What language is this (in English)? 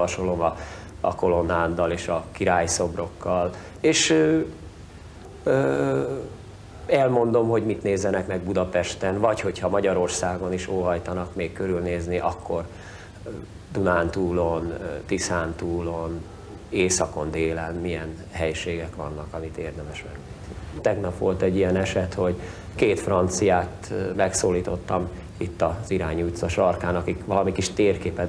Hungarian